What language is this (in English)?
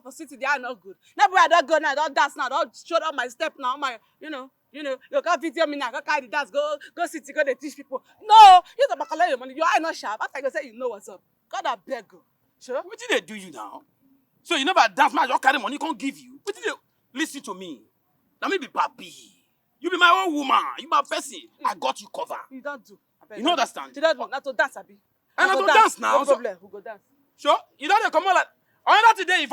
Nigerian Pidgin